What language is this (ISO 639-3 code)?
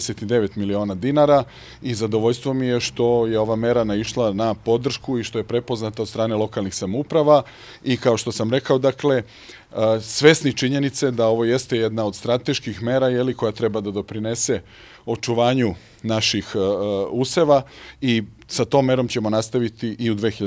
srp